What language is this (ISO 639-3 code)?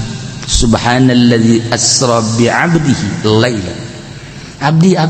sun